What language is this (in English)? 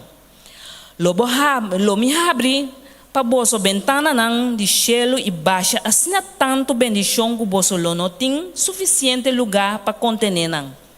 Papiamento